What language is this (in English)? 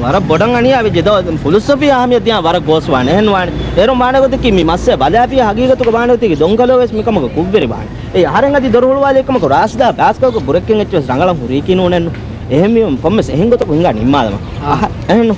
Divehi